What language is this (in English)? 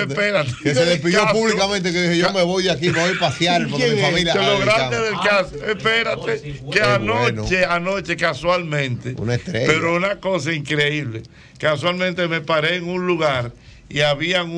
Spanish